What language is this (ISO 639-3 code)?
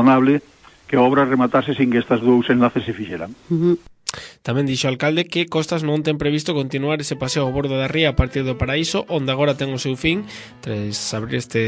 glg